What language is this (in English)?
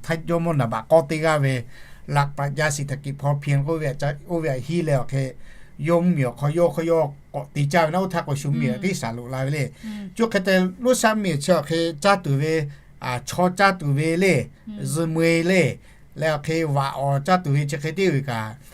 Lahu